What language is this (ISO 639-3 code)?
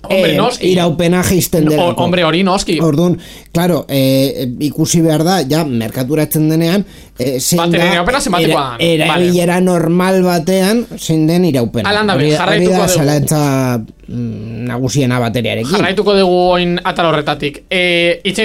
eus